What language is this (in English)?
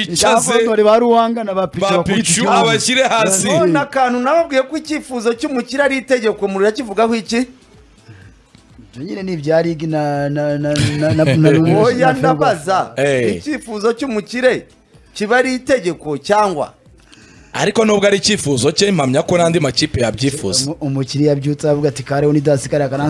Kinyarwanda